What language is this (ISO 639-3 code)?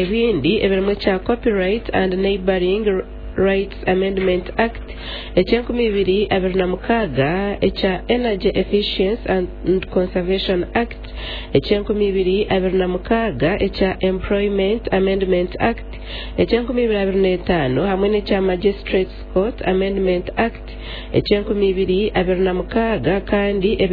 nyn